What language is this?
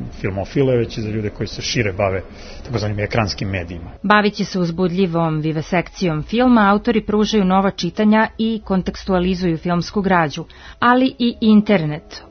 Serbian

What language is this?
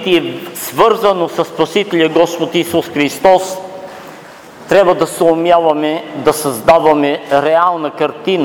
Bulgarian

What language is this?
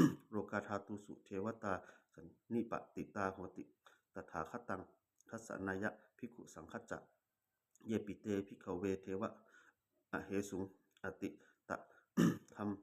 Pali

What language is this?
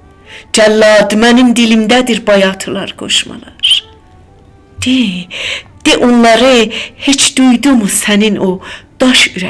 South Azerbaijani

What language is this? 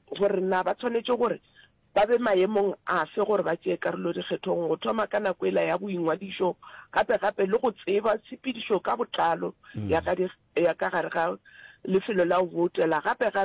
Northern Sotho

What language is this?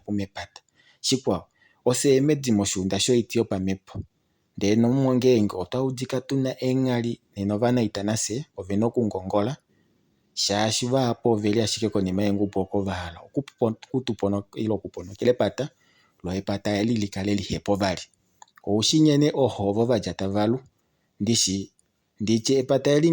Kuanyama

